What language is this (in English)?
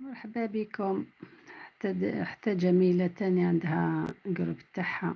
Algerian Arabic